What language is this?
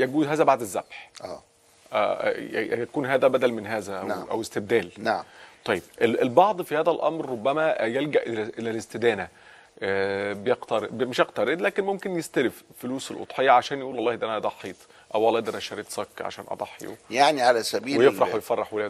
Egyptian Arabic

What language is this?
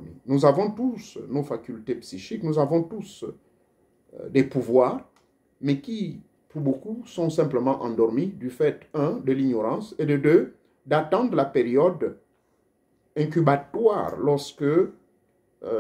French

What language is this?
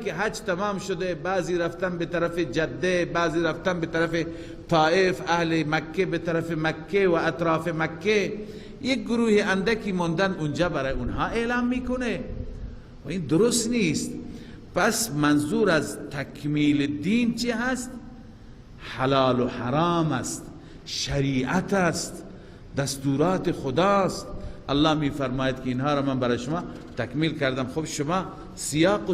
Persian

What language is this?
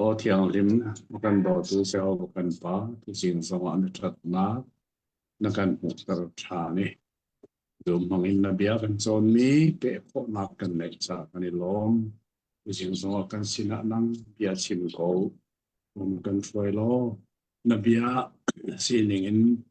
Hakha Chin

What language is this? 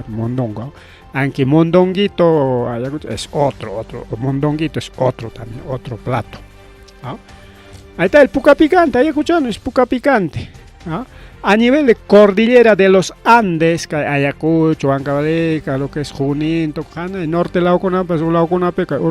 Ayacucho Quechua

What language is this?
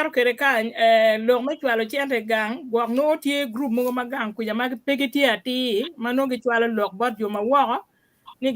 Acoli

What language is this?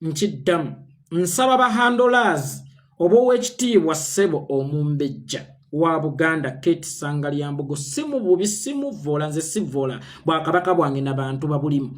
Ganda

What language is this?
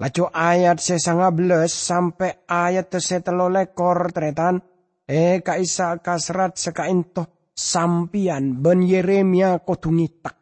Madurese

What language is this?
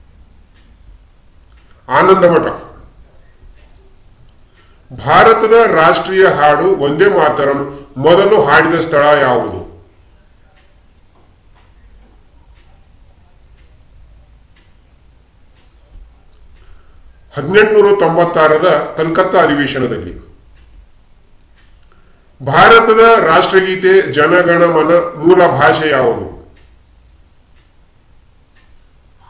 Kannada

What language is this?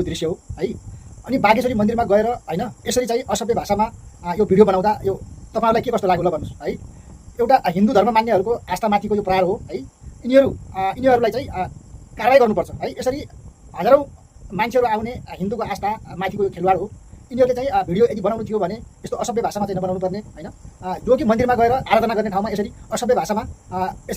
Nepali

